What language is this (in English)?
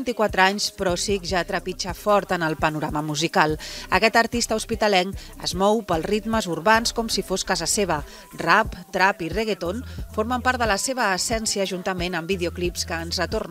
Catalan